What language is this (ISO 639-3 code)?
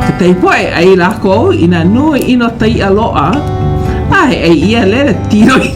haw